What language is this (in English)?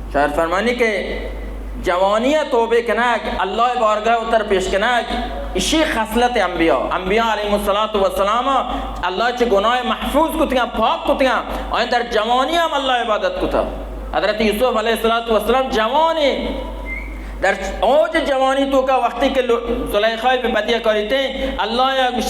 Baluchi